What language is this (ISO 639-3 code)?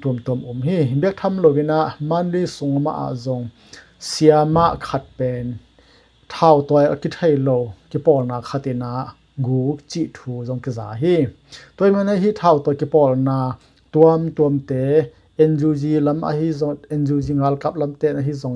ctd